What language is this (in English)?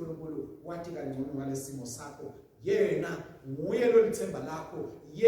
Swati